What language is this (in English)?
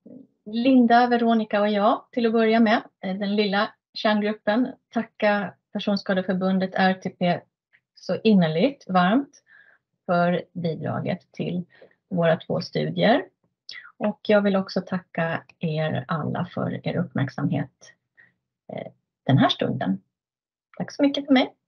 Swedish